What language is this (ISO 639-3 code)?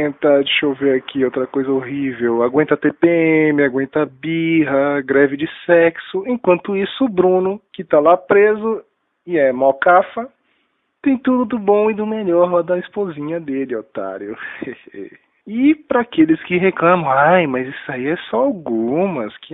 por